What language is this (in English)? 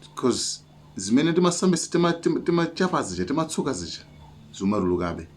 Nyanja